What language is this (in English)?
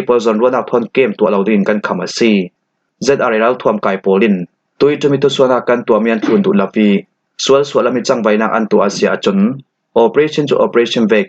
Falam Chin